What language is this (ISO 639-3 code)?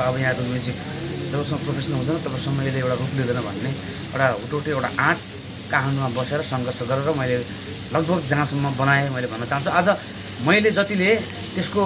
nep